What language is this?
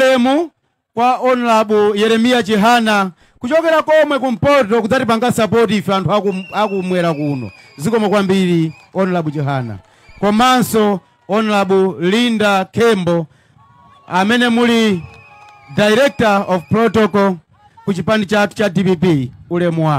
Nyanja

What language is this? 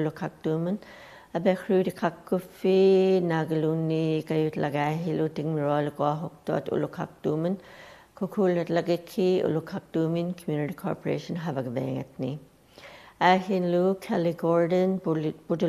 Western Canadian Inuktitut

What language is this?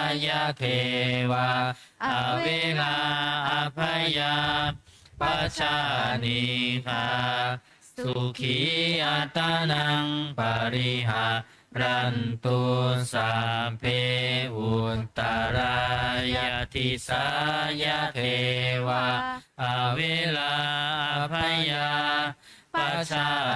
Pali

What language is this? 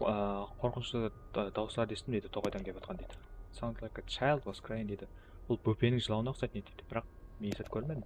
Kara-Kalpak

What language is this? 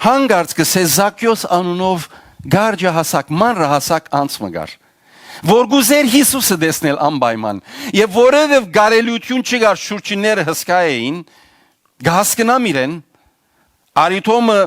Western Armenian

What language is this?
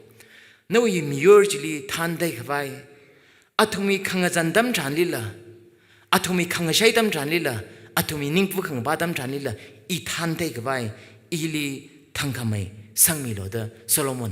Tangkhul Naga (India)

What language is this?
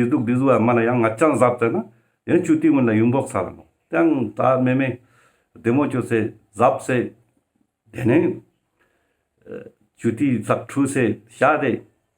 Ladakhi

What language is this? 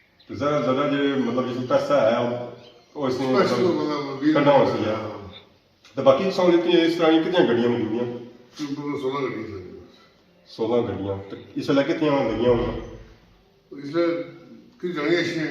Pahari-Potwari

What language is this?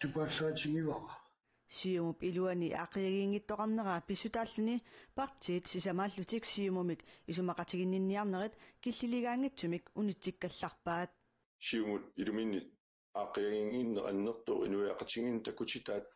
Kalaallisut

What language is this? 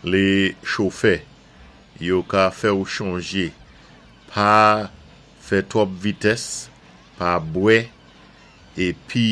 Saint Lucian Creole French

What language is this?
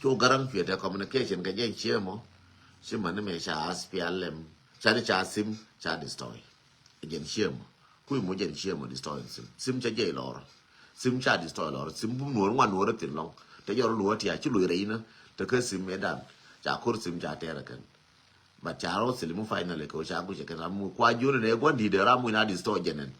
Nuer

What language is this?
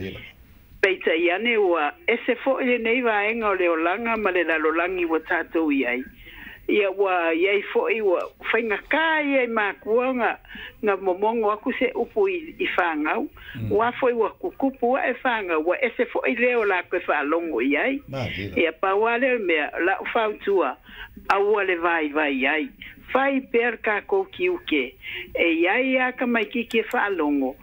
Samoan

